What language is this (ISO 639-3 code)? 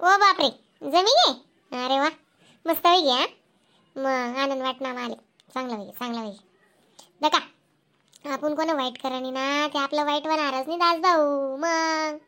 khn